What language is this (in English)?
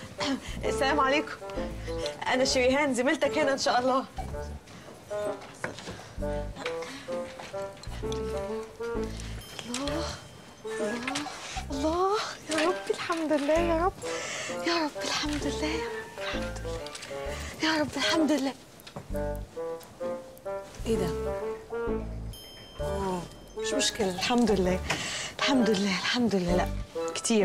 Egyptian Arabic